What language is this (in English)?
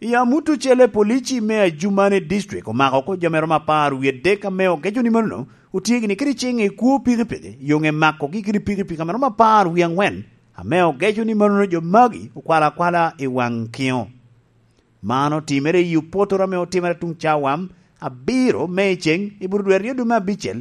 Lango (Uganda)